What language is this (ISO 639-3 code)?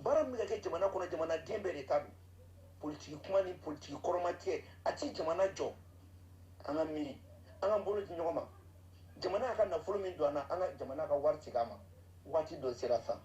bam